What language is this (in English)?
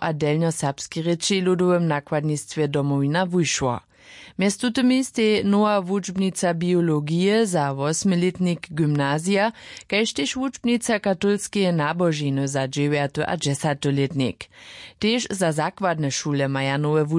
Upper Sorbian